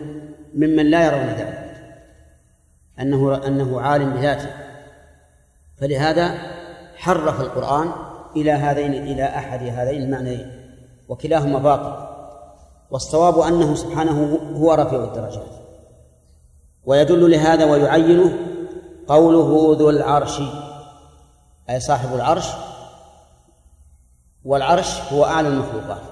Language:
Arabic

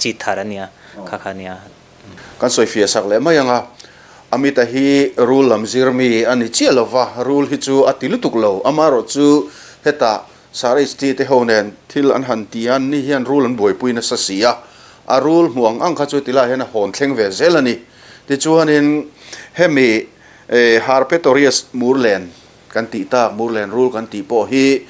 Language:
Mizo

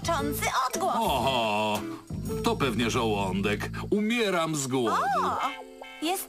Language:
Polish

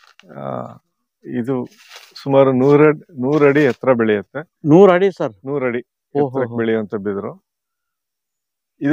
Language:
Kannada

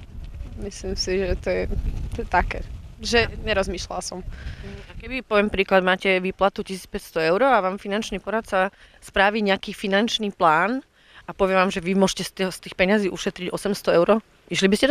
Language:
Slovak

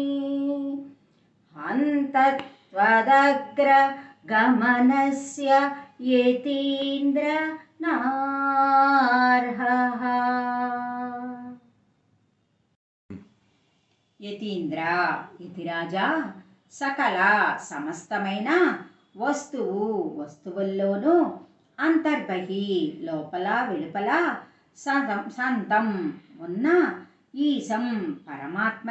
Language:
Telugu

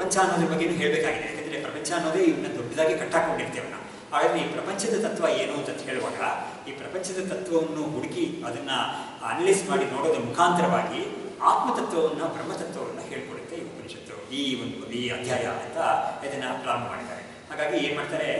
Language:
Kannada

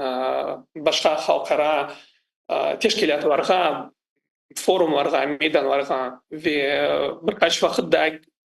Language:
Crimean Tatar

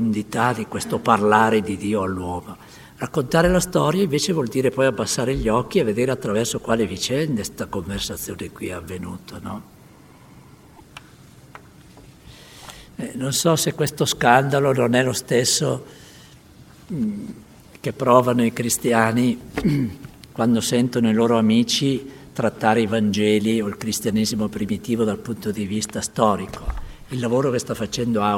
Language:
Italian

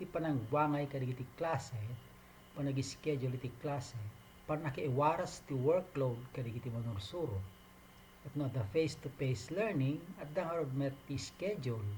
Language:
Iloko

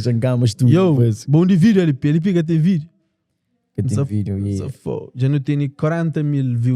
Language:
Kabuverdianu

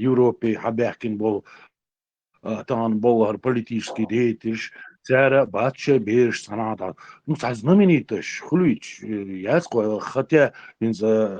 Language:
Chechen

